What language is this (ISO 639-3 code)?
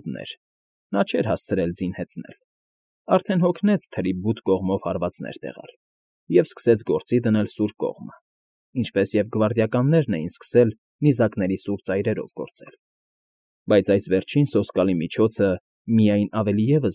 hye